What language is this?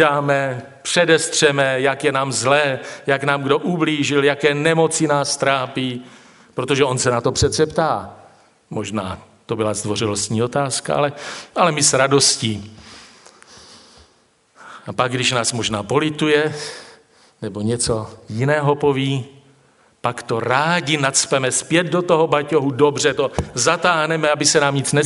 Czech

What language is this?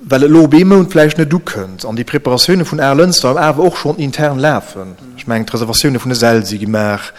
Luxembourgish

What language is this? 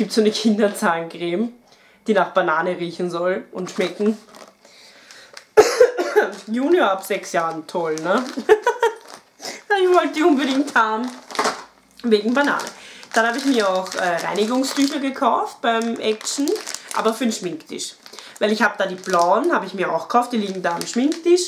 German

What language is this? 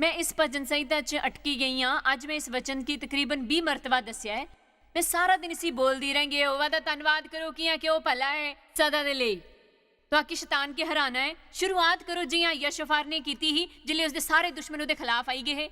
Dogri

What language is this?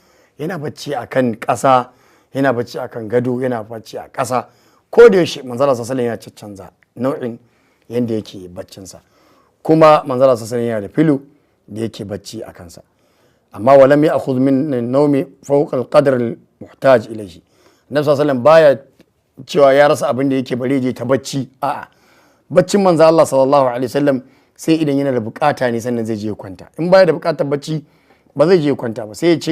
Hausa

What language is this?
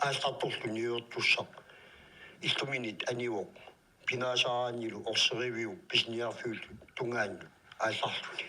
Kalaallisut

